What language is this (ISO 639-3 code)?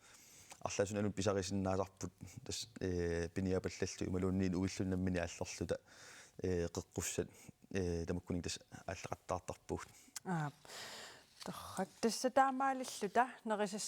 kal